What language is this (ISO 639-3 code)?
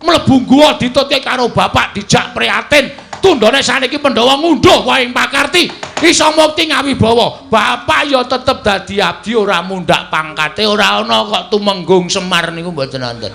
jav